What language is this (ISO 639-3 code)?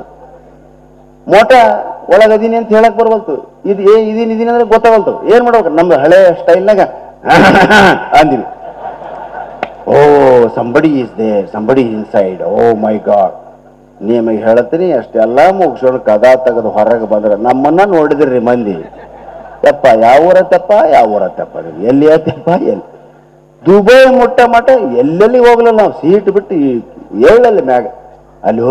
kan